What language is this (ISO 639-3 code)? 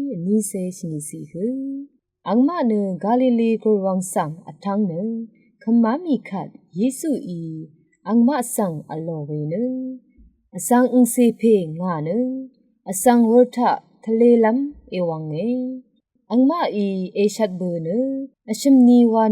raw